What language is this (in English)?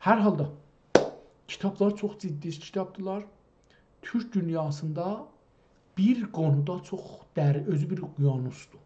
South Azerbaijani